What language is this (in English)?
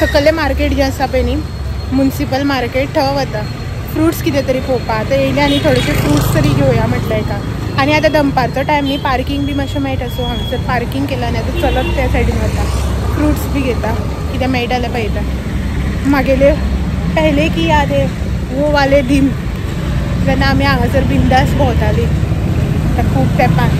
Konkani